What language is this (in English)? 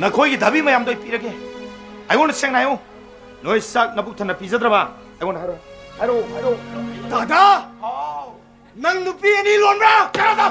Manipuri